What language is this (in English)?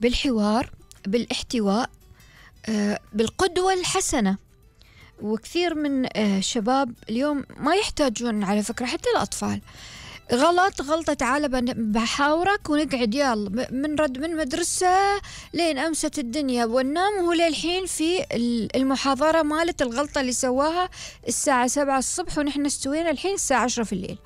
Gulf Arabic